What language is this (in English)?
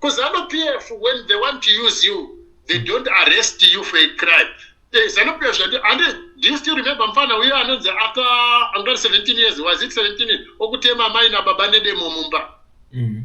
Shona